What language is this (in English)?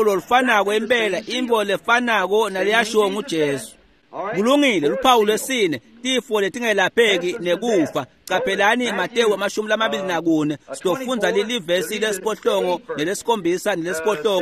Swati